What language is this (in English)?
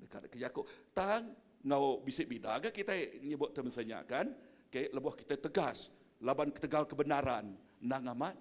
Iban